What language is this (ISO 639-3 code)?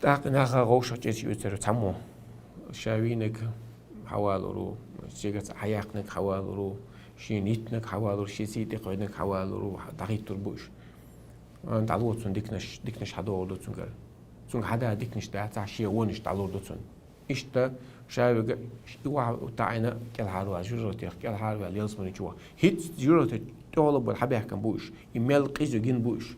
che